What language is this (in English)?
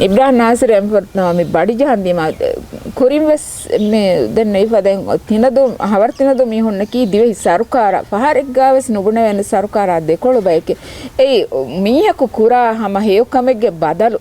Divehi